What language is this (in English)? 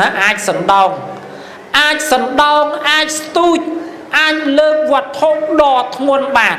Khmer